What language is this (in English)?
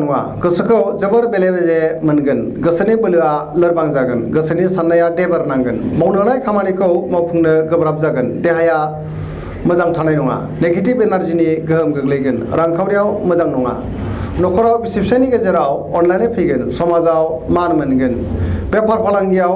Bodo